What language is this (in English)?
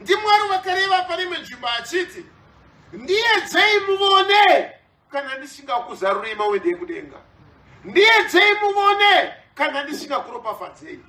Shona